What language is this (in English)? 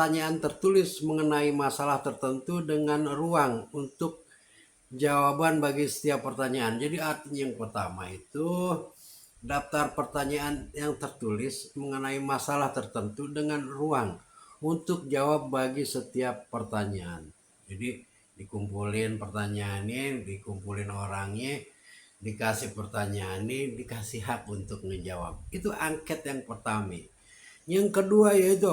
Betawi